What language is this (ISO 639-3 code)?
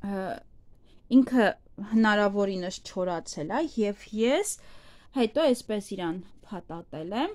hye